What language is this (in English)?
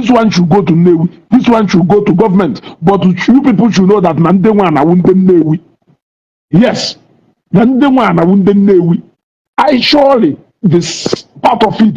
Igbo